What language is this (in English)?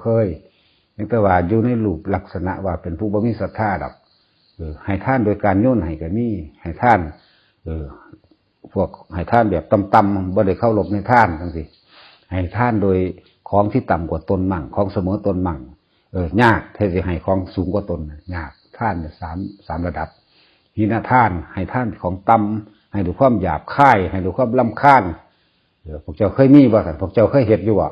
Northeastern Thai